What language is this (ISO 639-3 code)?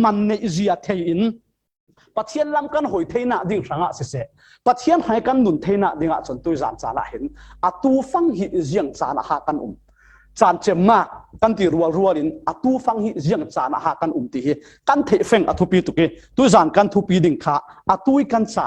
cfm